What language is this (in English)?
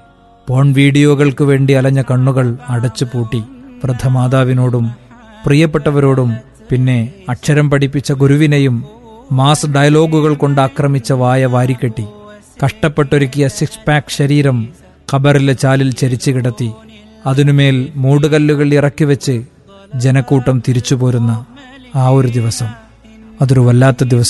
Malayalam